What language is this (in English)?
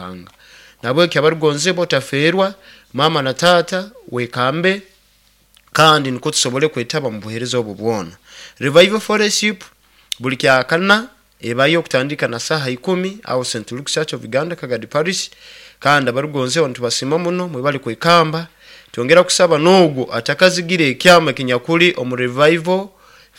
Nyoro